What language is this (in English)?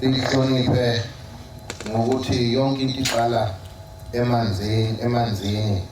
Zulu